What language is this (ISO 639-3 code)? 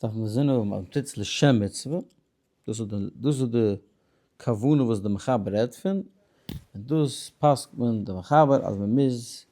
yid